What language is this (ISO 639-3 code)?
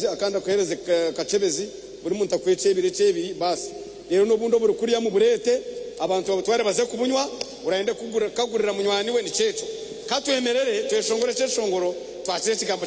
nyn